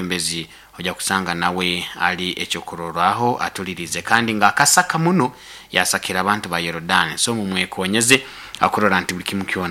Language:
Nyoro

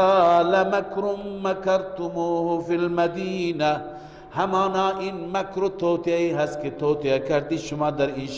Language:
Persian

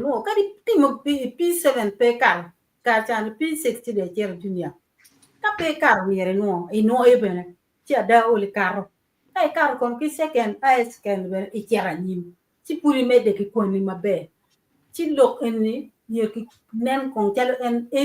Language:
Acoli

